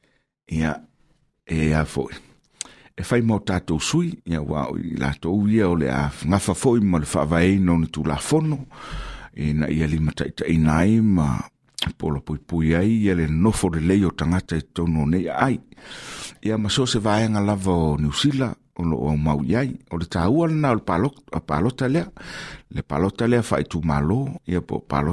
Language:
Samoan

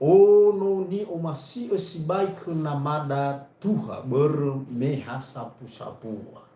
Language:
Nias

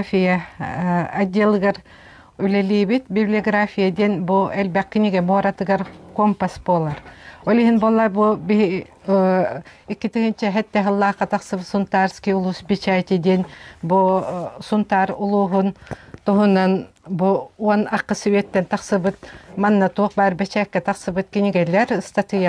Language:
Yakut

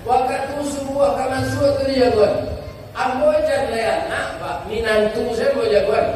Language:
Minangkabau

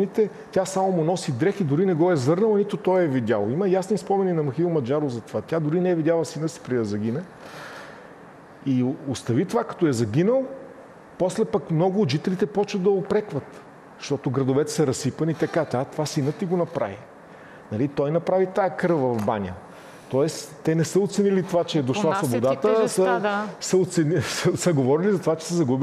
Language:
Bulgarian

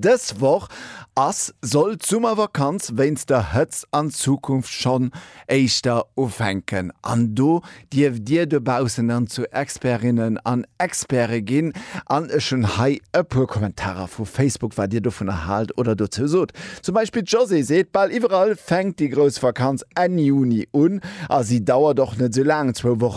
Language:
Luxembourgish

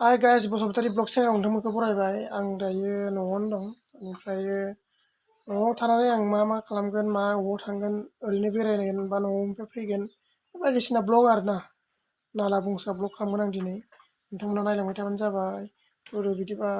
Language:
Bodo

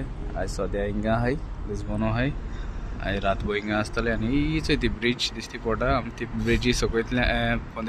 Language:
Konkani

